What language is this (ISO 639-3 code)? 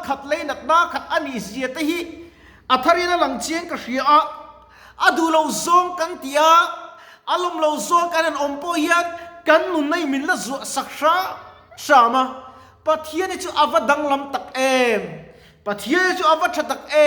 lus